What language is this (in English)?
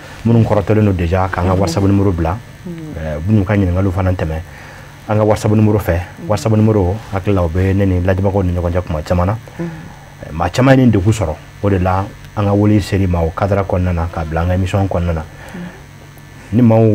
Bambara